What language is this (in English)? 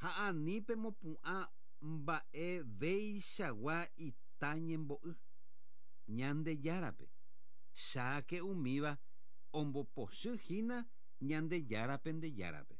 Guarani